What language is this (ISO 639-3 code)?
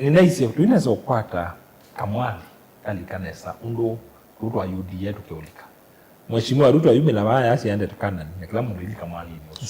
kam